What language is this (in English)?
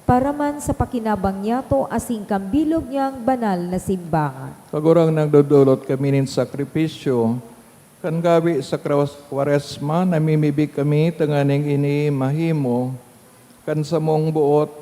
Bikol